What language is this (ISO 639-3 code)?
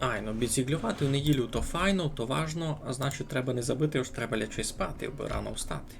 rue